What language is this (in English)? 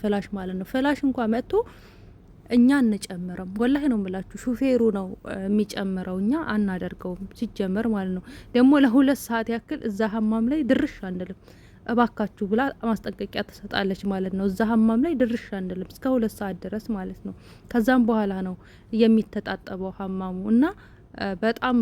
Amharic